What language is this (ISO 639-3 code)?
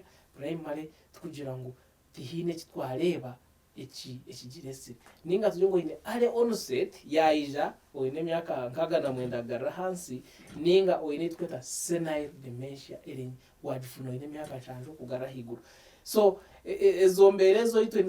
nyn